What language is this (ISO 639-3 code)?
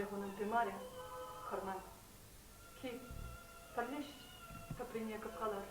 chv